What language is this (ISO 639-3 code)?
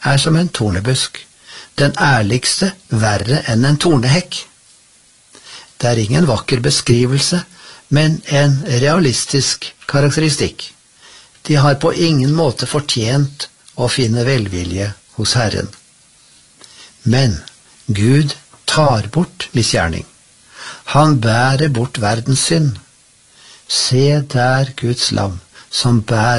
nor